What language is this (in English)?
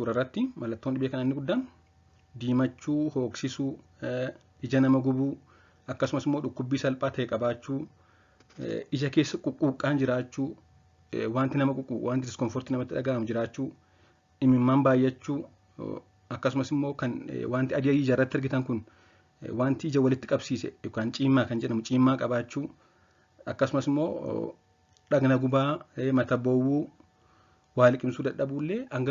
Oromo